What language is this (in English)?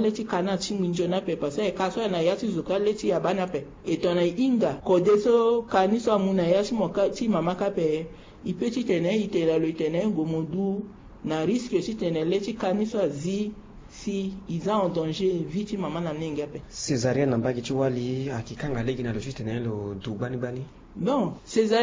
Sango